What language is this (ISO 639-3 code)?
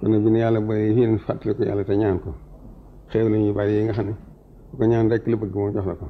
wol